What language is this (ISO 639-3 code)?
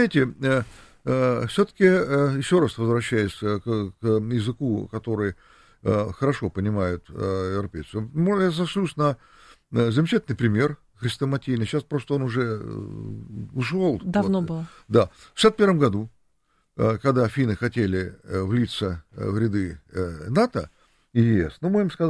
rus